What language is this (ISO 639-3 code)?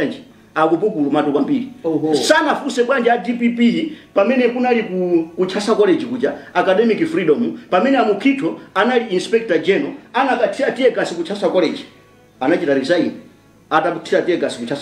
nya